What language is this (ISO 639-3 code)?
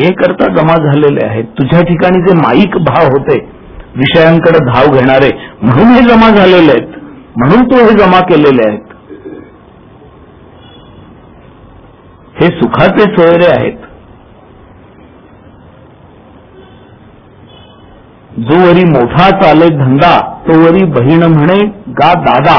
mar